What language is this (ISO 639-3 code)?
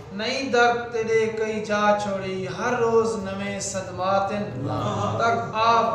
skr